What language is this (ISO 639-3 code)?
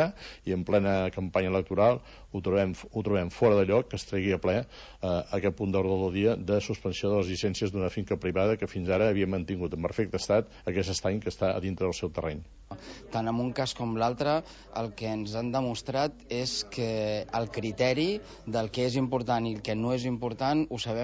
cat